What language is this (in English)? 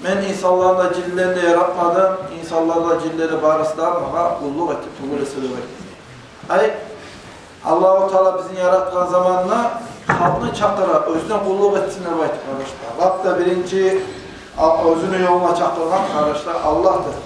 Kumyk